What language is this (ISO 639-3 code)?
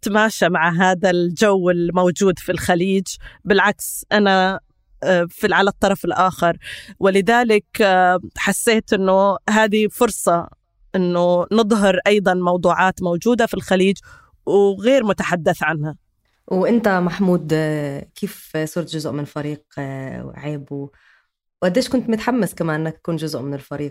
apc